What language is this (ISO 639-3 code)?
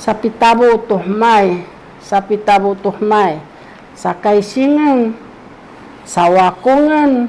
szy